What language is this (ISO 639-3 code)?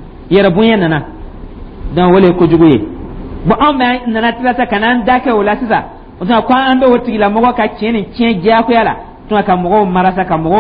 dyu